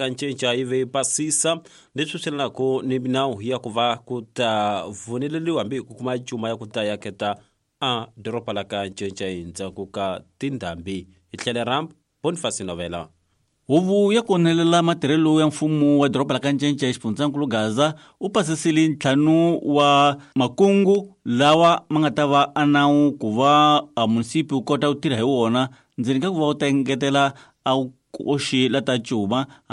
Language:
Tsonga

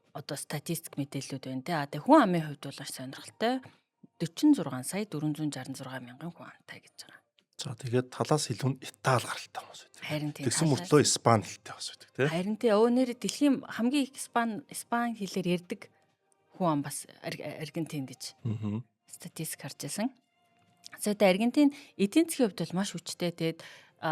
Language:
Mongolian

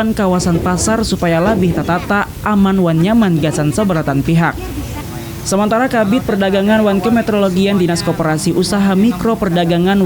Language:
Banjar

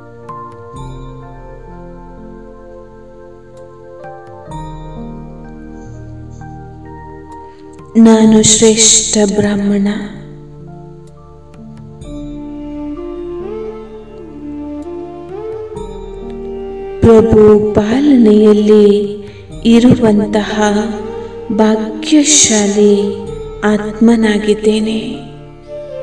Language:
Kannada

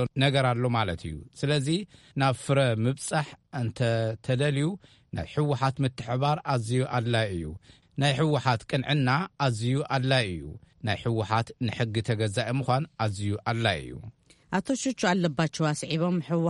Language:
Tigrinya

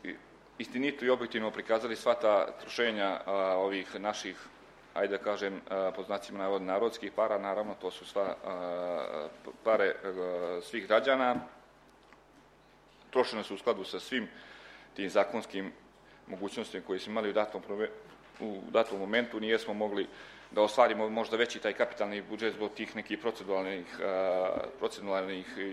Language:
Serbian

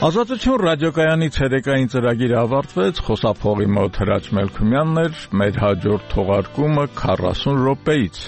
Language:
Armenian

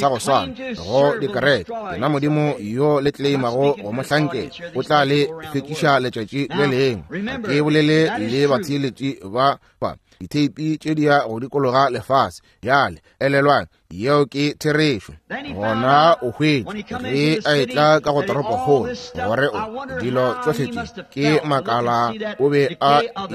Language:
Northern Sotho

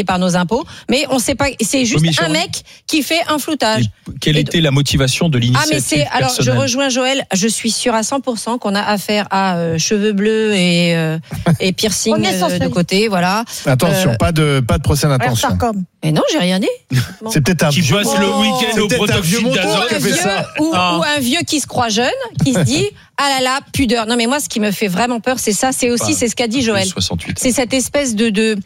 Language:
French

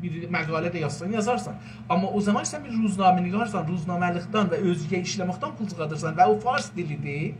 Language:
South Azerbaijani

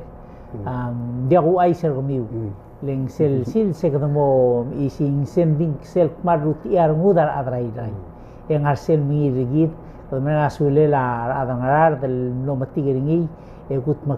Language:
Palauan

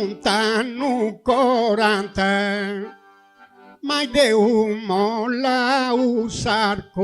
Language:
Sardinian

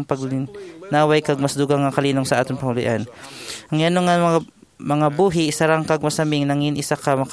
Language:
Hiligaynon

